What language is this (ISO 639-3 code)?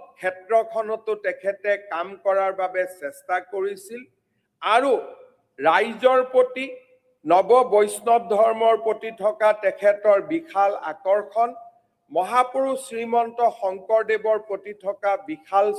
asm